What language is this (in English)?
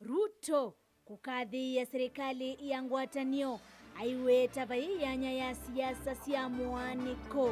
Kamba